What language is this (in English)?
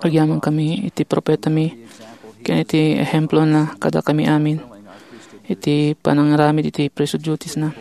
Iloko